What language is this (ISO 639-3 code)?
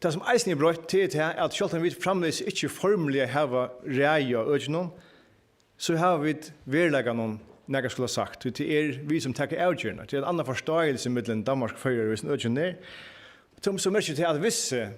fao